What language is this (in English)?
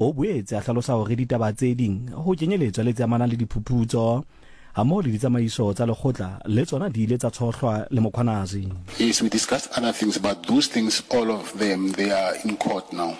Southern Sotho